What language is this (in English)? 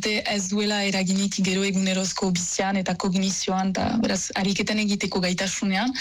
Basque